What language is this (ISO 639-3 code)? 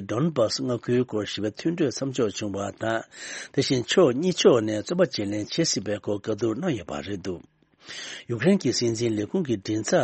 bod